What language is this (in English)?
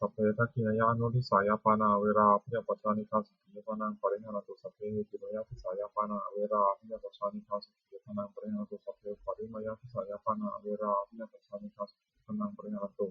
Pali